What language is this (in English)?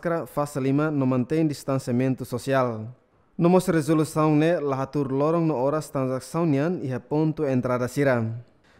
Tetum